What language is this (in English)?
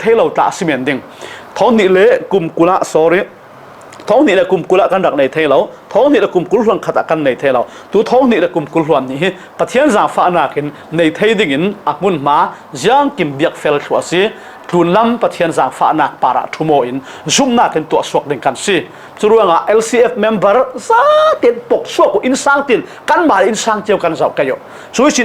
Falam Chin